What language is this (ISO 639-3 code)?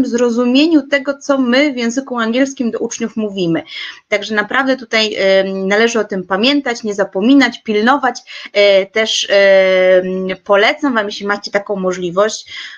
pol